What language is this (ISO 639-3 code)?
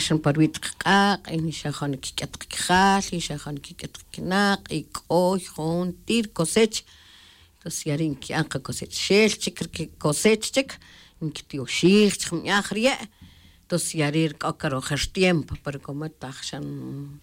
tzj